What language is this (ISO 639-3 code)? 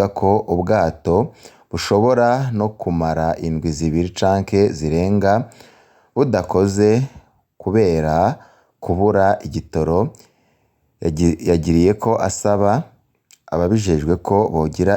run